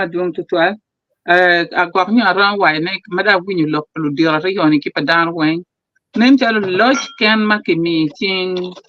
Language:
Acoli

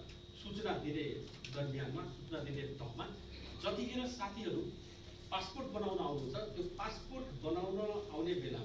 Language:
Nepali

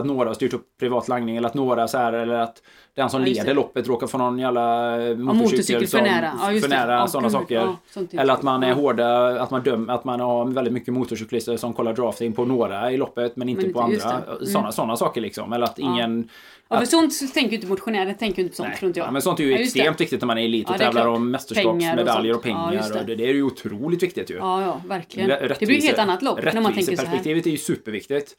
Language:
Swedish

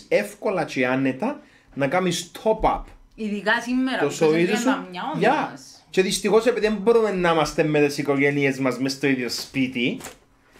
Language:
Greek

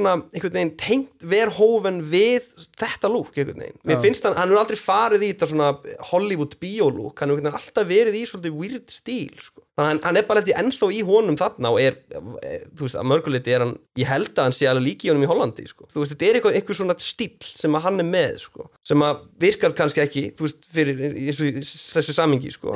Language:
Icelandic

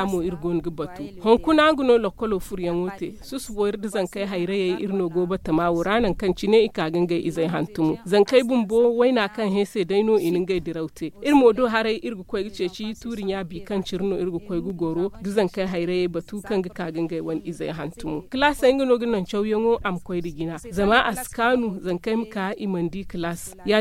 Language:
Zarma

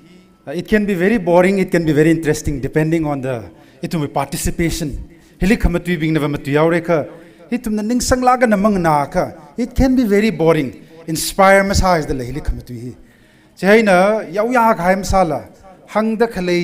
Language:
Tangkhul Naga (India)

